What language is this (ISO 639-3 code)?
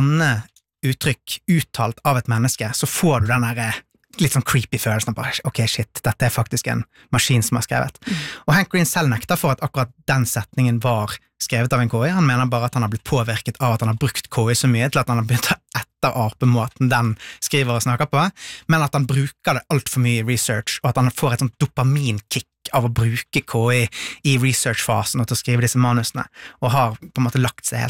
nor